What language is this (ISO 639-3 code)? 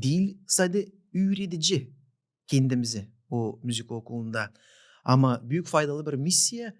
gag